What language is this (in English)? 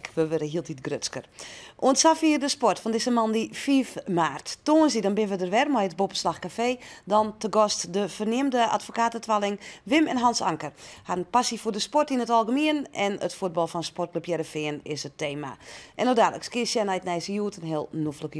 Western Frisian